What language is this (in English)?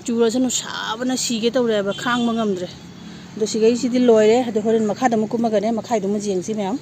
Manipuri